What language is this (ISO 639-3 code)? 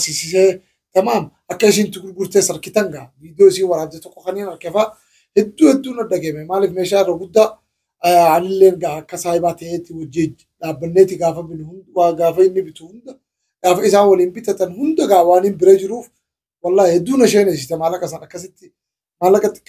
orm